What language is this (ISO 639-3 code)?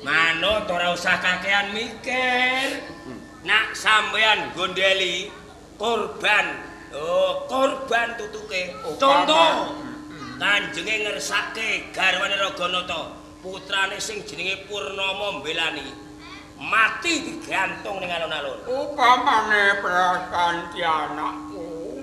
jav